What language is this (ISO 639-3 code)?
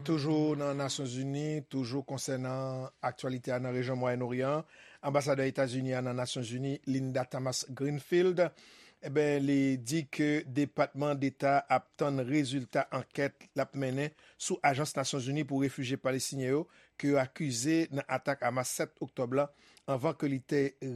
hat